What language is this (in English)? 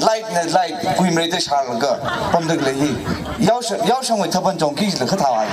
Tangkhul Naga (India)